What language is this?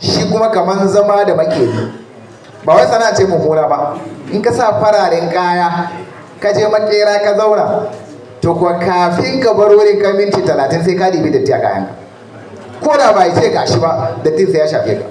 Hausa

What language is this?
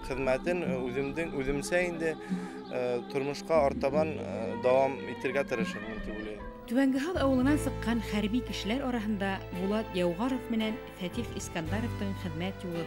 Bashkir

